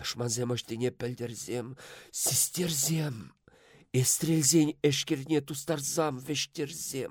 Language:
Chuvash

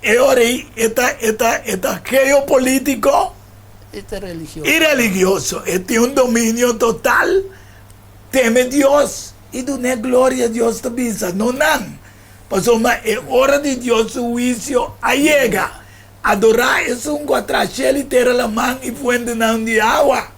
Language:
Papiamento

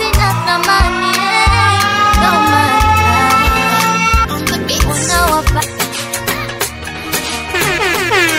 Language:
Swahili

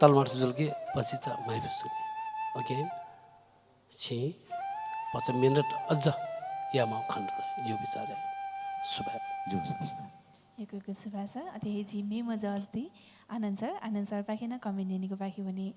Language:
Newari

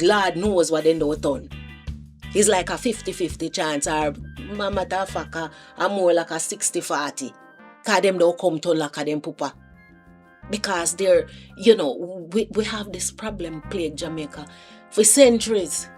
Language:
Jamaican Creole English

